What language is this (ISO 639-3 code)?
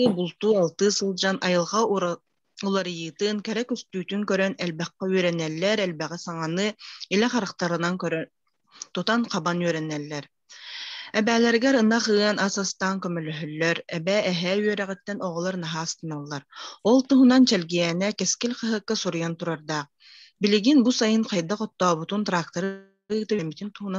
sah